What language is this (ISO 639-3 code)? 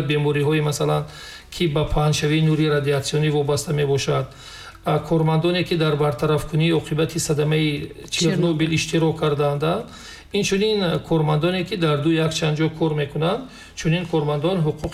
tgk